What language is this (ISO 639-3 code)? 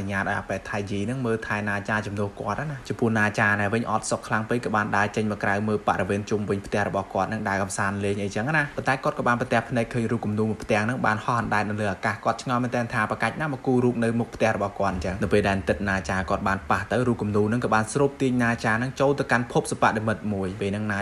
khm